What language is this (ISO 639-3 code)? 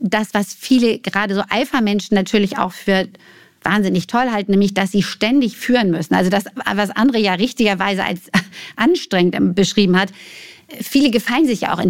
deu